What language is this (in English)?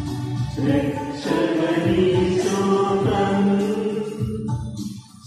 Malayalam